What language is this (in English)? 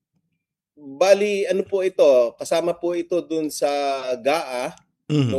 Filipino